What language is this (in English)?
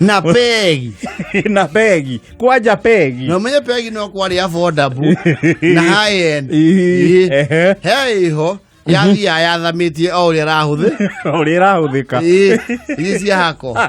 Kikuyu